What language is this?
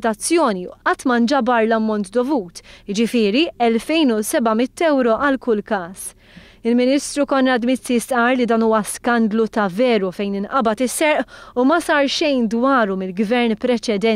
Maltese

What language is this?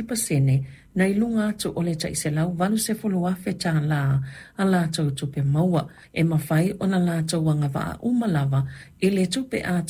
Samoan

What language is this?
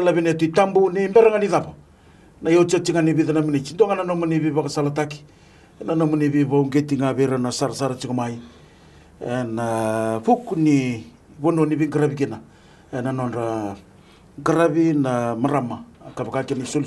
Fijian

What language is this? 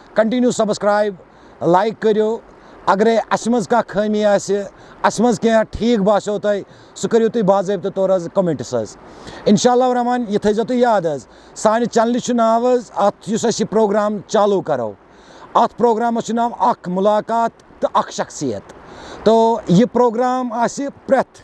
Kashmiri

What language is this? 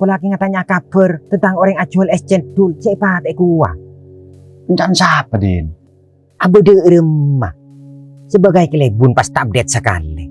Madurese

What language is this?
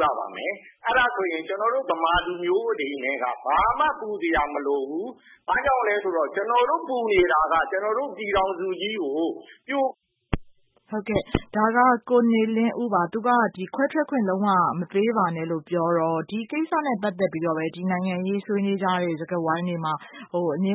Burmese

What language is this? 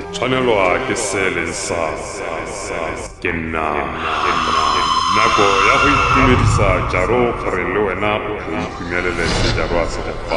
Tswana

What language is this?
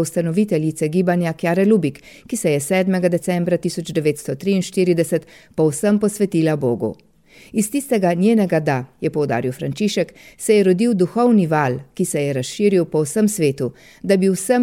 Slovenian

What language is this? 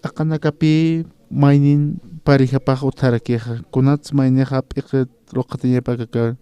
Aymara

